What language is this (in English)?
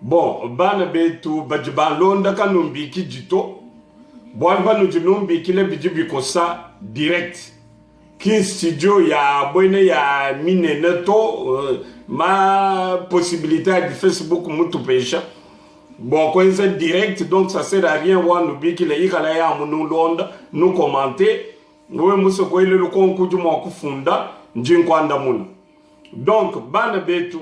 Luba-Lulua